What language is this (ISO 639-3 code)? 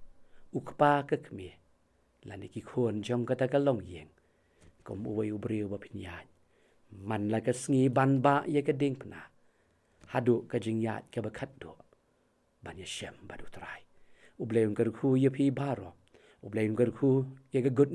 kha